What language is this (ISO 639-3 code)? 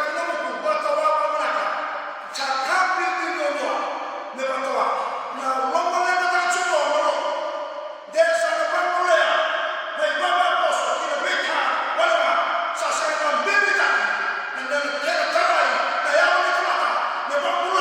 fij